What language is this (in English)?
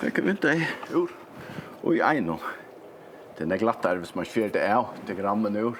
Faroese